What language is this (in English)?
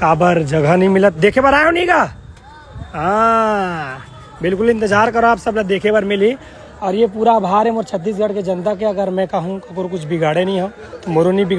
Chhattisgarhi